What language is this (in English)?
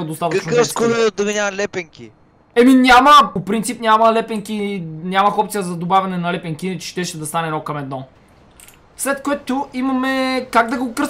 Bulgarian